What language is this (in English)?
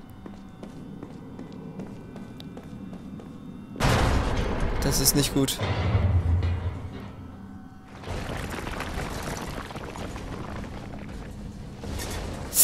German